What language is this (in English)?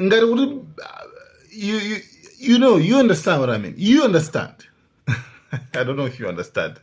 Nyanja